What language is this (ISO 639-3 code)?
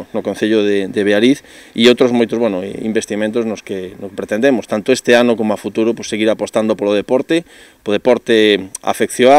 glg